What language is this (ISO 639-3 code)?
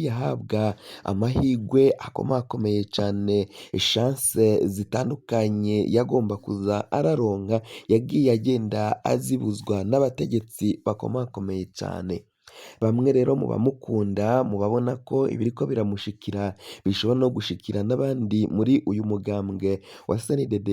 run